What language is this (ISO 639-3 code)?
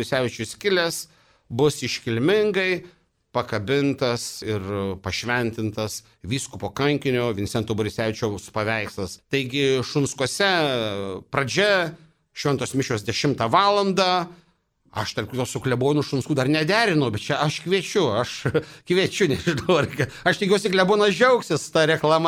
lit